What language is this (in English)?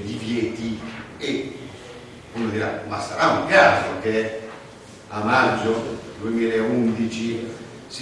Italian